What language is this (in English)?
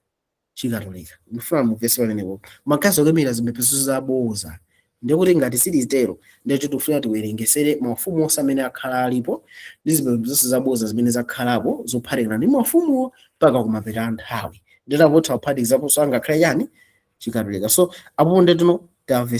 Nyanja